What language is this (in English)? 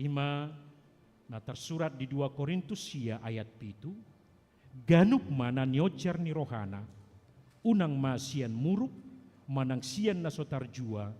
Batak Toba